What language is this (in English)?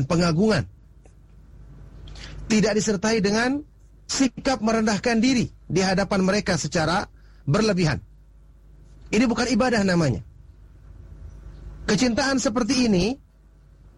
Indonesian